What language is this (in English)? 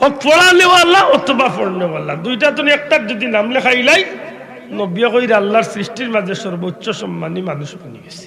Sylheti